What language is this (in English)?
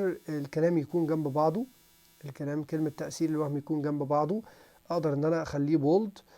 Egyptian Arabic